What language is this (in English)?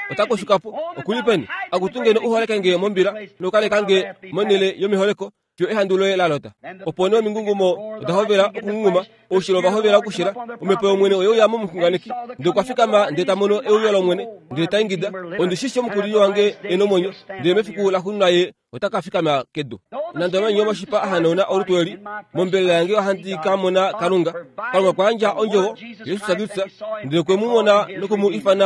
Kuanyama